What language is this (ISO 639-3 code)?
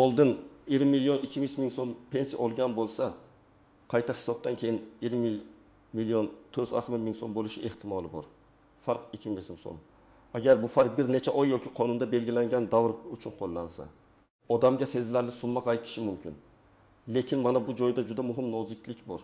uzb